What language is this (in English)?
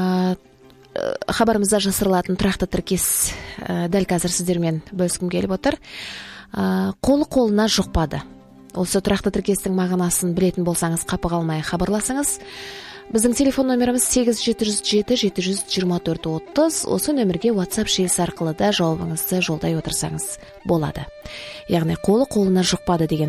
Kazakh